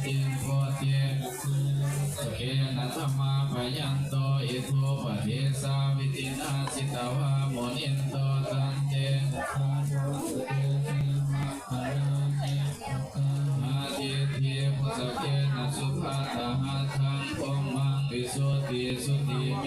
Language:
Pali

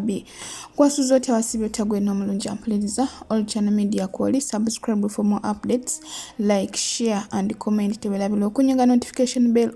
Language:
Ganda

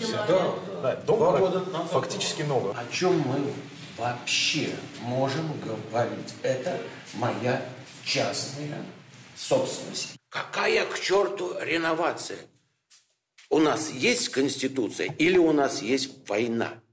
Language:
Russian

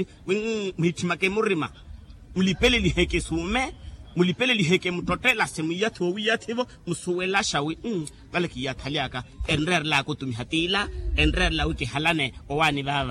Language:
Makhuwa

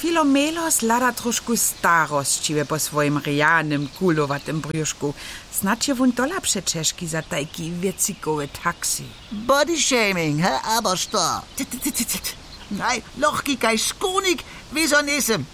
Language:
Upper Sorbian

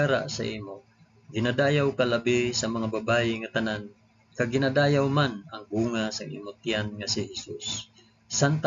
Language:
Hiligaynon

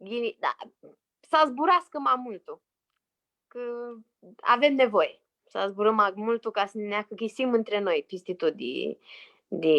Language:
Aromanian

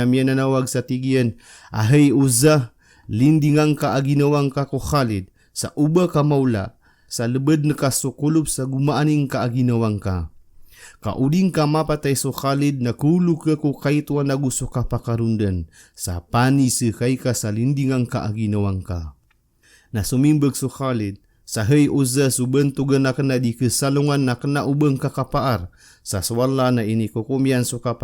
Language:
Maranao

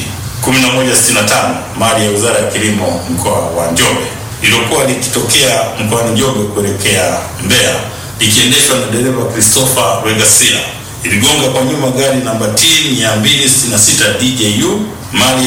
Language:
Swahili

